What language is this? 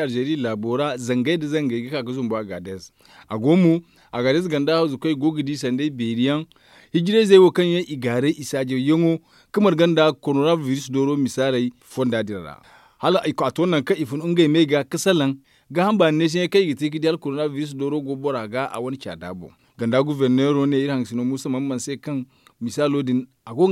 Zarma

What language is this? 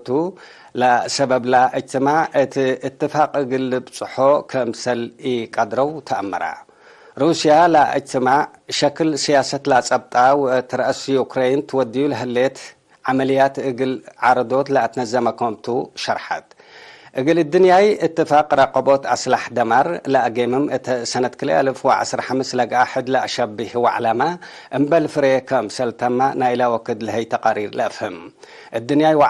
Tigre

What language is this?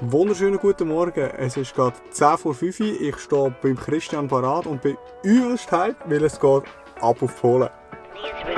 Swiss German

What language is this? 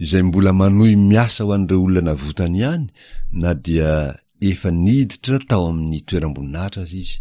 Malagasy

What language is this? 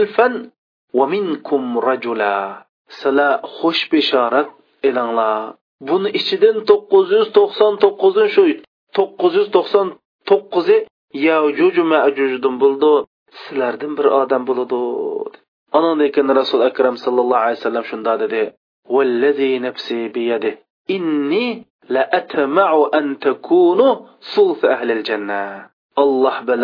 Uyghur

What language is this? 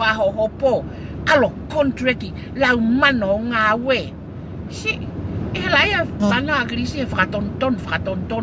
Tongan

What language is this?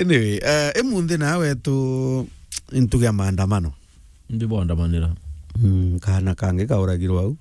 Meru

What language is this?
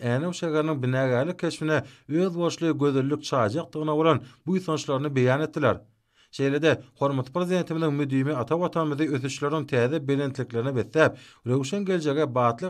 Turkmen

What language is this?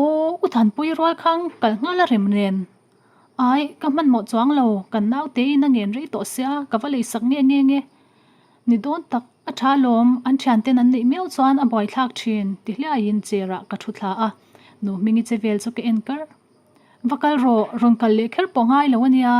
Mizo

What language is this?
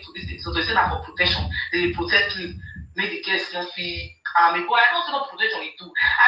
Nigerian Pidgin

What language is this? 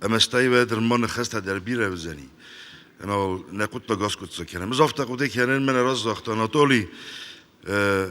Ossetic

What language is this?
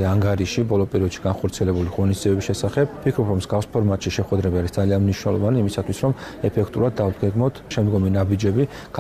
Georgian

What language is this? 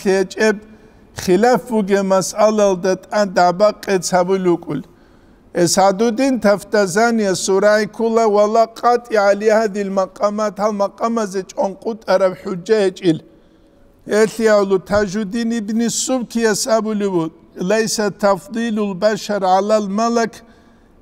Avaric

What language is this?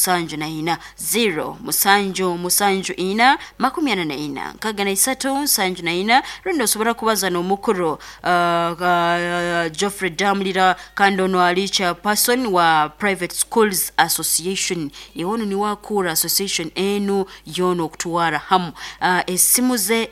Nyoro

